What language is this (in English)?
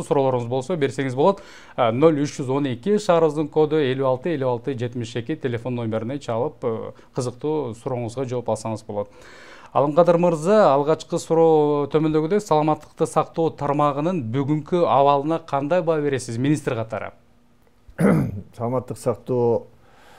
Kyrgyz